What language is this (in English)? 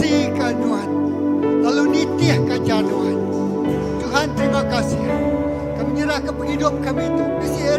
Iban